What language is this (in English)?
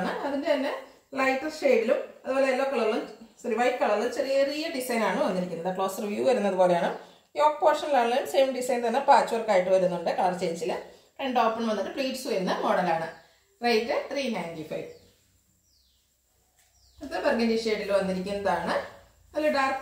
Malayalam